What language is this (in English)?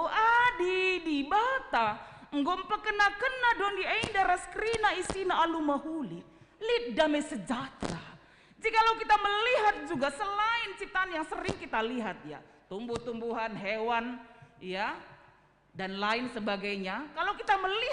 Batak Karo